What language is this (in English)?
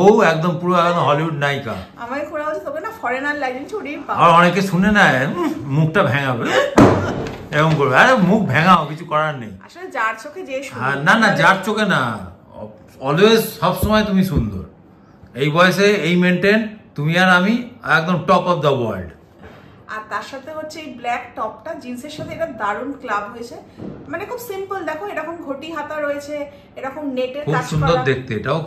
Bangla